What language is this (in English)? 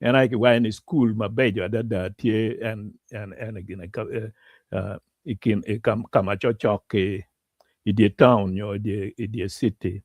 Acoli